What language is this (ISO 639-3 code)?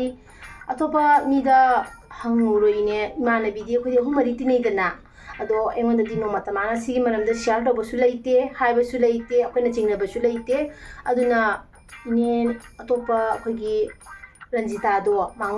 mni